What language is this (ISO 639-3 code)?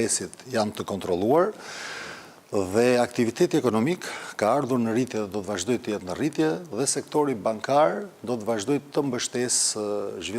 sqi